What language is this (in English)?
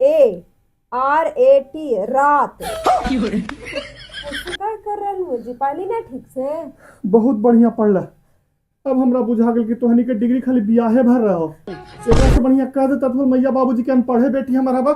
Magahi